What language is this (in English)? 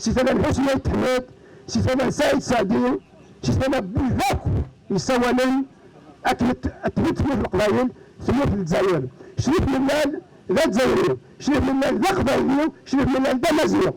Kabyle